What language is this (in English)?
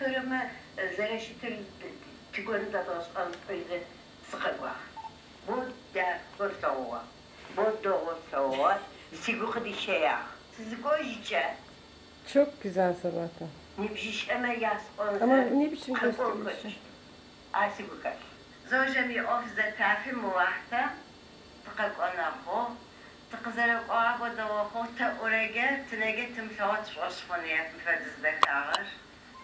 Adyghe